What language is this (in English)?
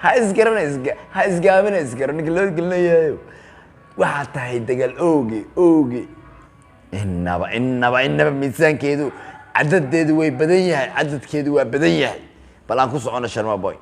Somali